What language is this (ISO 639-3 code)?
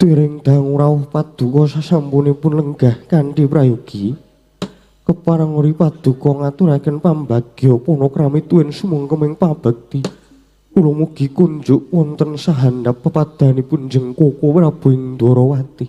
jav